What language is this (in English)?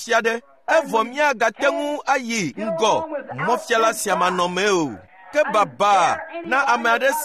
Ewe